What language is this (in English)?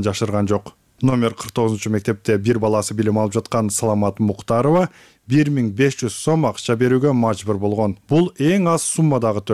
Kyrgyz